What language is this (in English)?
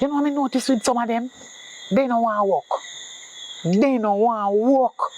Jamaican Creole English